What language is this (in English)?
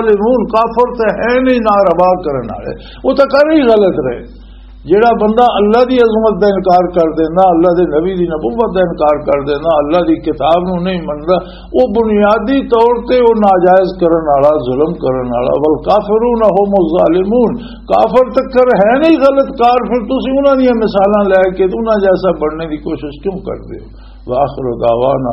Western Panjabi